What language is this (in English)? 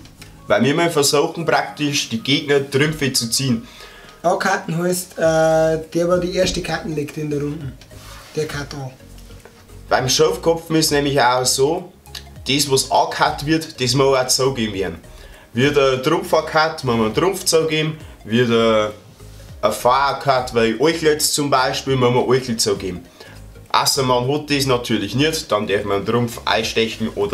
Bavarian